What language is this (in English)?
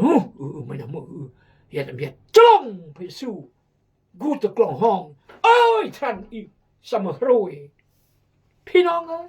Khmu